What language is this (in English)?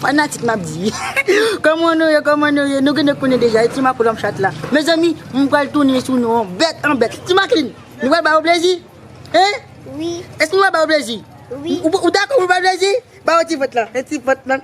Haitian Creole